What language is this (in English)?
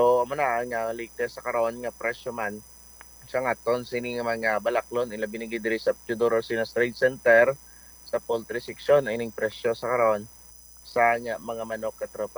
Hiligaynon